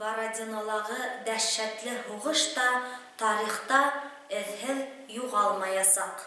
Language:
Bashkir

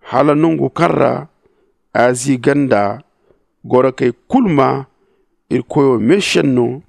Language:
Zarma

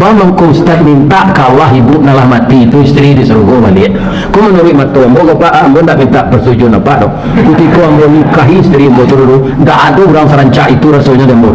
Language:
Minangkabau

